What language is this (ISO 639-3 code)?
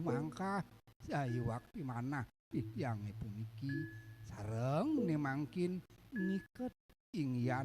ban